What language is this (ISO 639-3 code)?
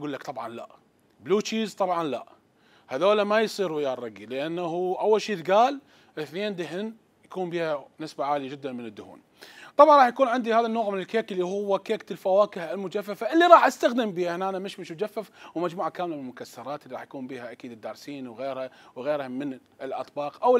acm